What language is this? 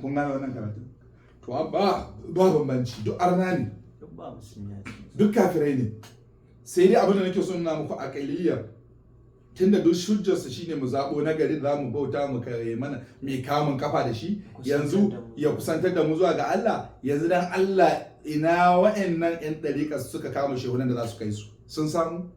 Hausa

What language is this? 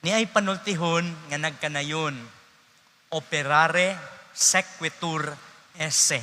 Cebuano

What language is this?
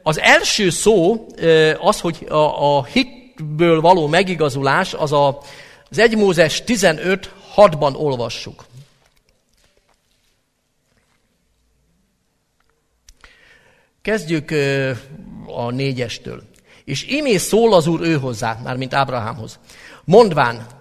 Hungarian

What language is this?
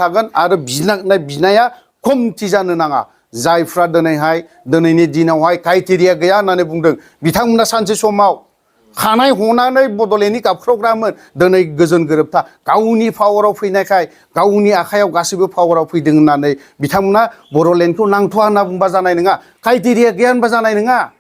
Bodo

